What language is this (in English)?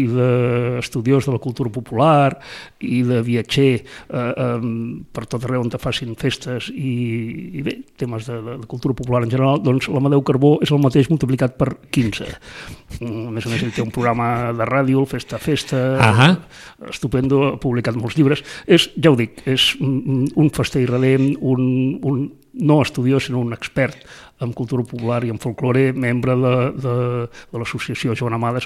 Catalan